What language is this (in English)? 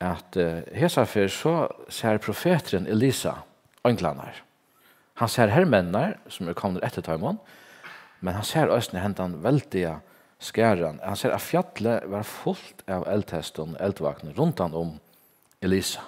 Faroese